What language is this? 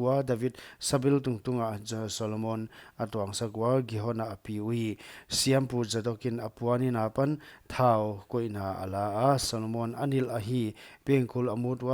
Paite Chin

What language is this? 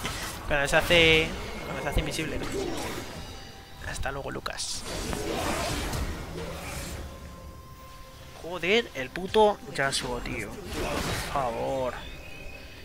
Spanish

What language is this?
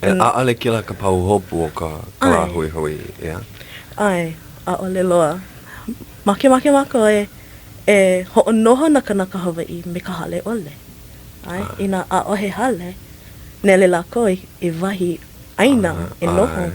Hawaiian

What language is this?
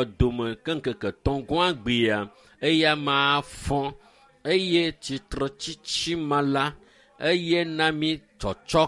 Ewe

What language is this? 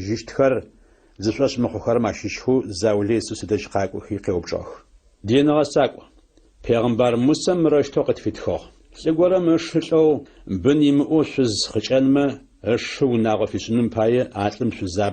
Adyghe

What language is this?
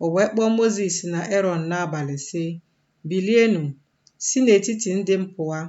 Igbo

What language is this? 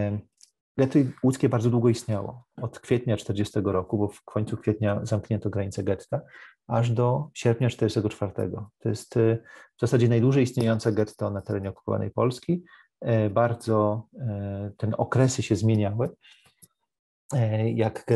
Polish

